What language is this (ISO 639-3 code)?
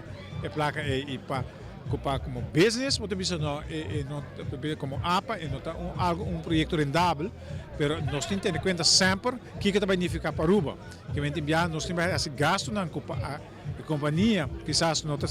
pap